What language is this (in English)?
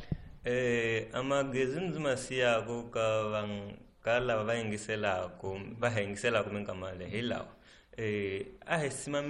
Tsonga